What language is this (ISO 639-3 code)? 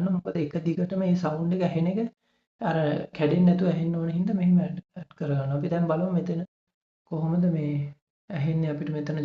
sin